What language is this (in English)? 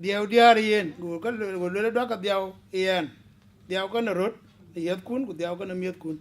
Dinka